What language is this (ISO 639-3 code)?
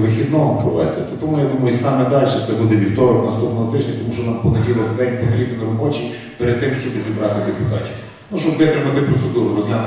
ukr